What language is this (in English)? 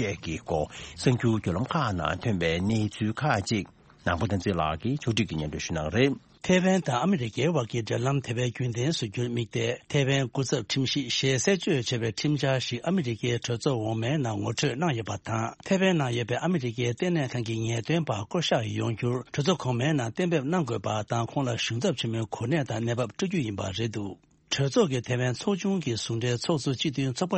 Tibetan